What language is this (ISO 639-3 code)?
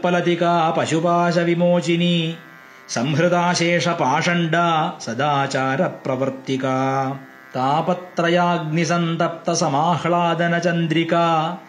san